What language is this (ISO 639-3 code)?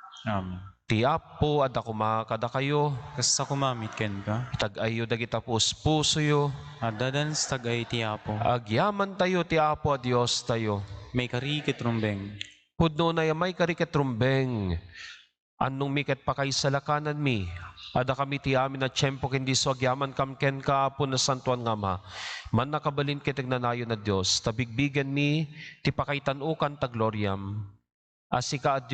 ilo